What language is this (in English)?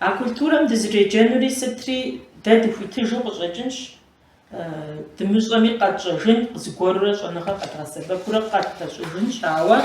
Kabardian